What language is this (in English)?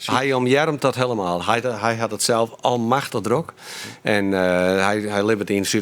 Western Frisian